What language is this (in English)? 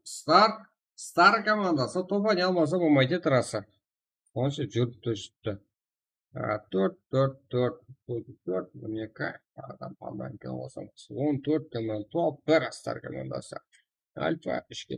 Kara-Kalpak